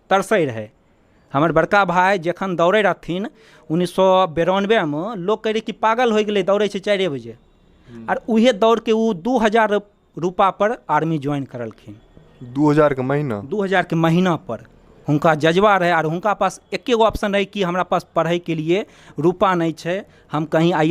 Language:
Maithili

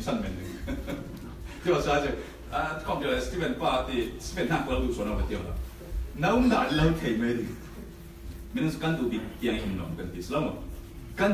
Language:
Falam Chin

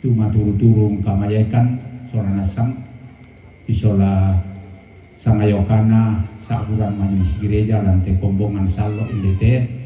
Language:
Toraja-Sa'dan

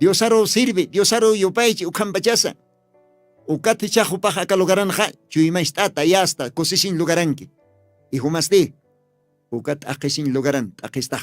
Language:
Aymara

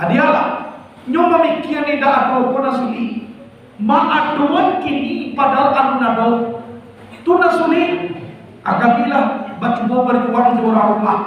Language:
Minangkabau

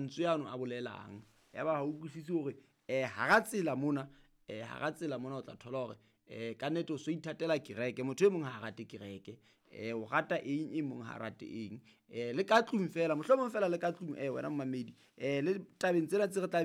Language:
Southern Sotho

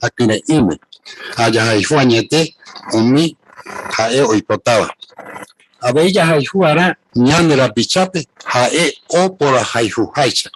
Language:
Guarani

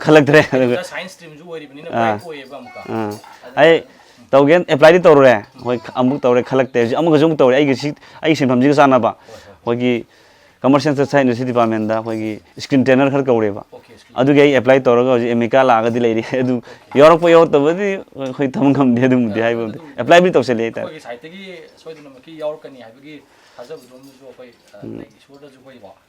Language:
Manipuri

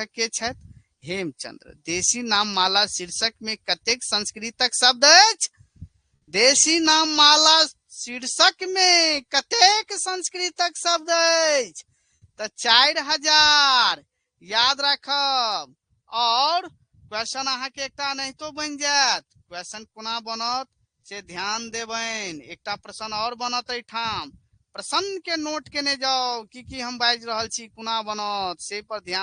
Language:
Maithili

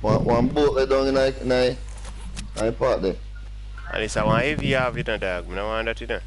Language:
Jamaican Creole English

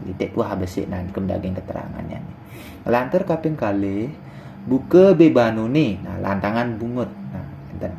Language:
Balinese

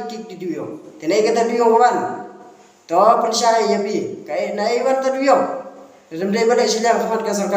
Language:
Khasi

